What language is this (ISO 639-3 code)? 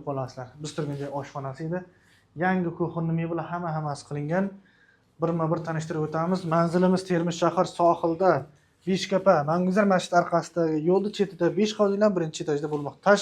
uzb